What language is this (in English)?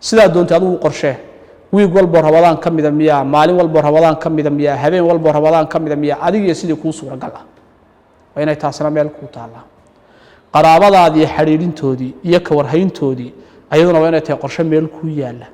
Somali